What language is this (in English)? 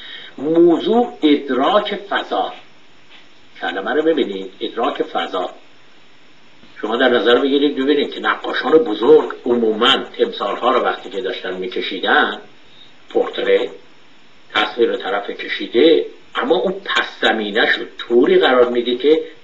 Persian